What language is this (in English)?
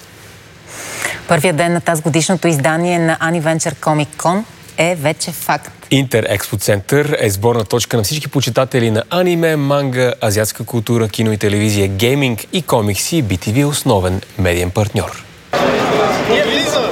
Bulgarian